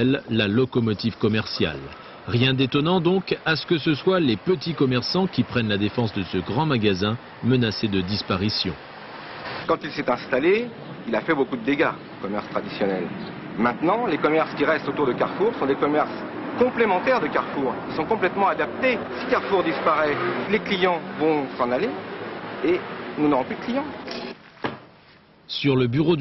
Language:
French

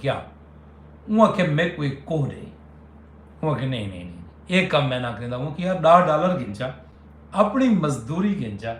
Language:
Saraiki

